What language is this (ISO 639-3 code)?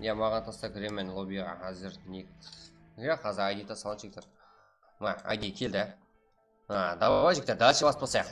kaa